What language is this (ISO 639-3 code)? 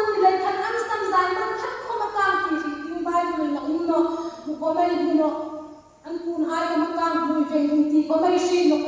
hmr